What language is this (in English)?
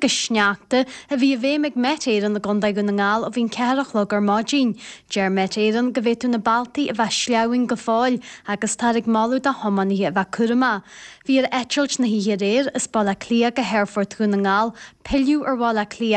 Irish